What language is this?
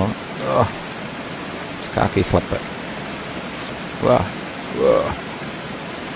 Czech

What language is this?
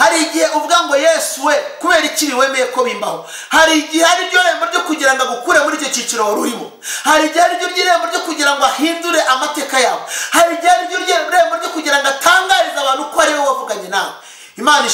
Kinyarwanda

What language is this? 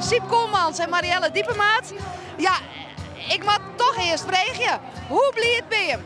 Western Frisian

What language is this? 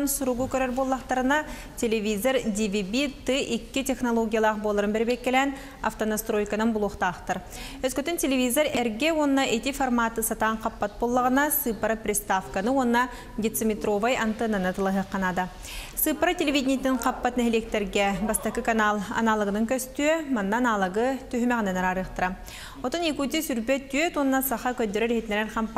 Yakut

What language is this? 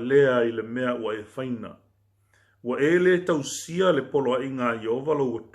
Samoan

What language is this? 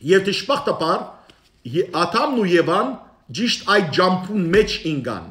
Western Armenian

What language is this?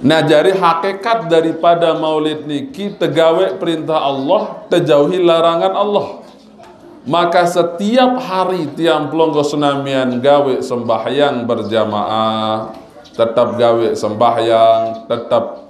Sasak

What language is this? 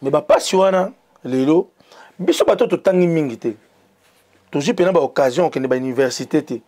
Lingala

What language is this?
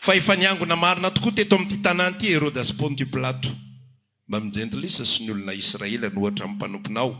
Malagasy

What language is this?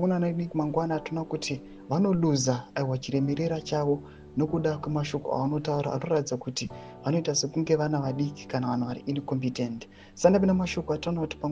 Shona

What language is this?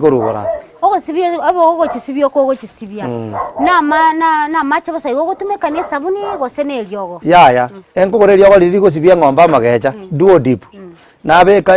Gusii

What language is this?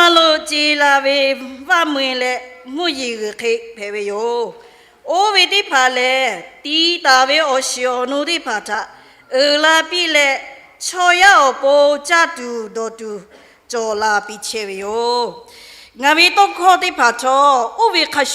Lahu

